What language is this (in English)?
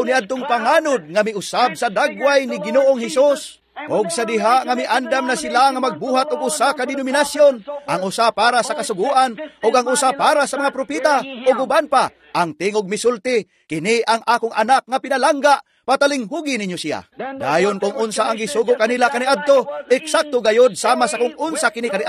Cebuano